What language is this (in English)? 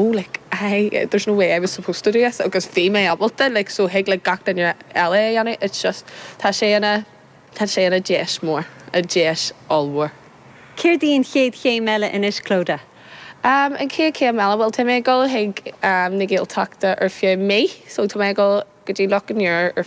Irish